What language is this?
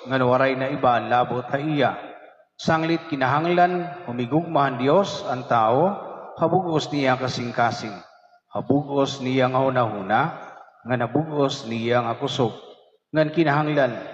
Waray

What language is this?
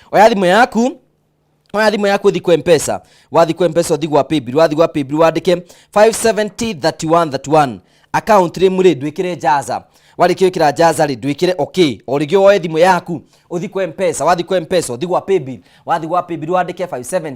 Kikuyu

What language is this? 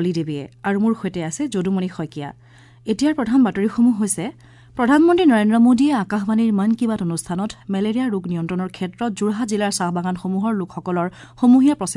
Assamese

